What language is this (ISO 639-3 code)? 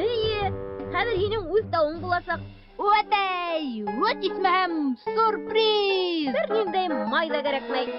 bak